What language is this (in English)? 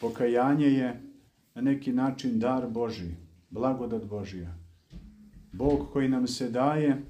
Serbian